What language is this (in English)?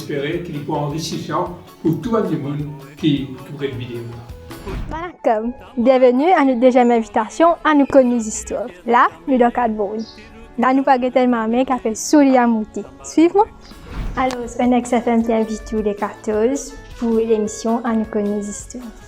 Morisyen